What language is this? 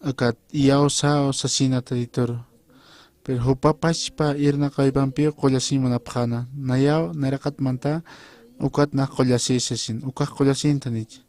Aymara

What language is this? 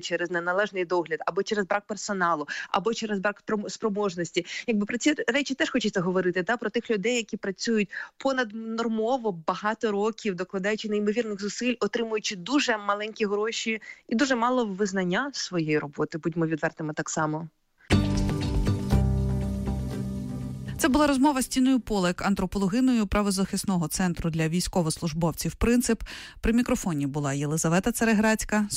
Ukrainian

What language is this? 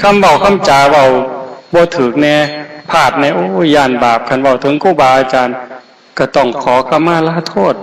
Northeastern Thai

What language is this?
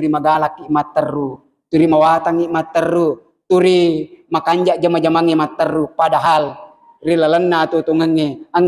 Buginese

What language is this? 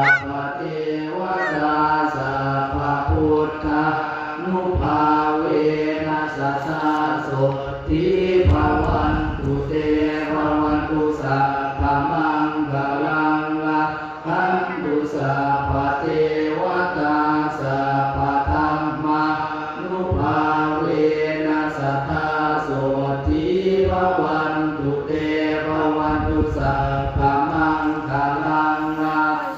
Pali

